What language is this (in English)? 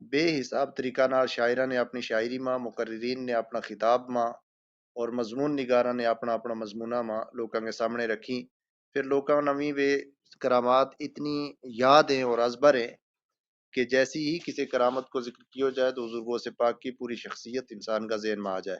Gujari